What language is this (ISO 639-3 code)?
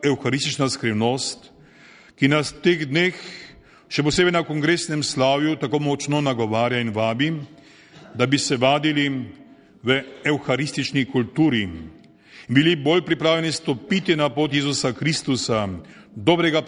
slv